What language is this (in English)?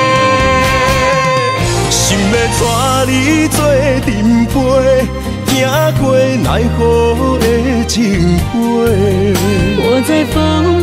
Min Nan Chinese